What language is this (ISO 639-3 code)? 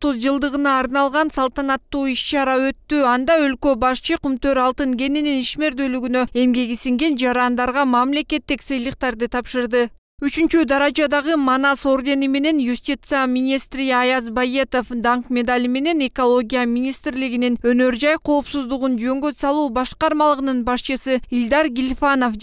kir